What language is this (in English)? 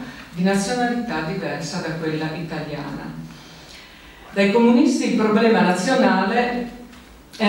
Italian